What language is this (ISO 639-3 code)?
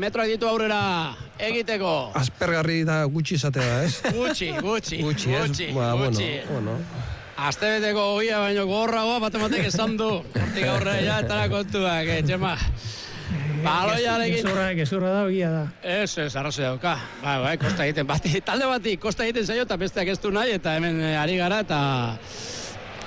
eus